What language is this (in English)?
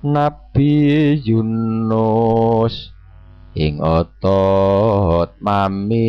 Javanese